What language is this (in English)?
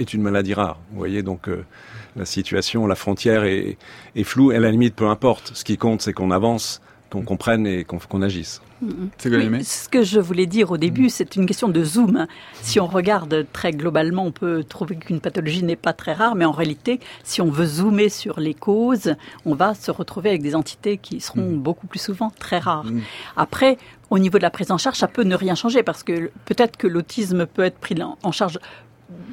French